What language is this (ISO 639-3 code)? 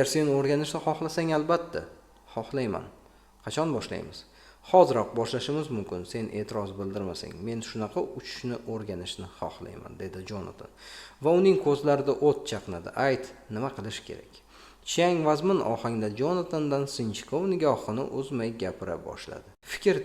uzb